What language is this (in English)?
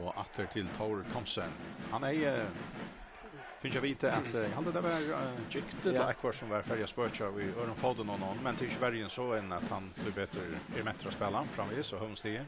Faroese